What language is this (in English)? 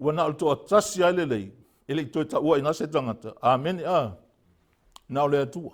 Samoan